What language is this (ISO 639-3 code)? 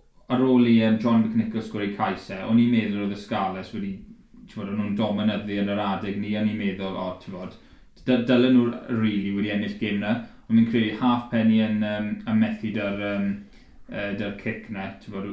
cym